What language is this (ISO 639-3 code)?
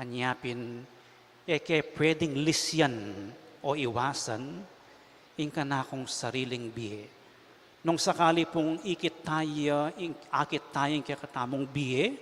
pam